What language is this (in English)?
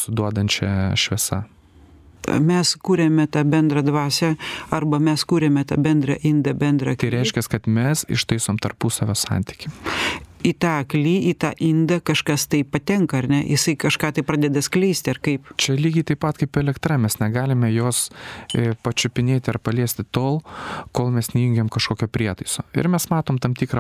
Lithuanian